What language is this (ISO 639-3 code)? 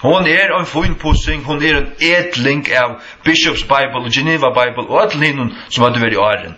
fao